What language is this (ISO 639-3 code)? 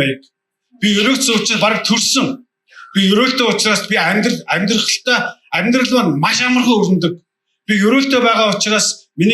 mon